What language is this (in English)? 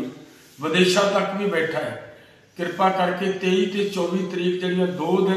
Punjabi